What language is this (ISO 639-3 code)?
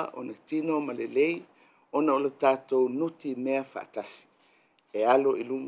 smo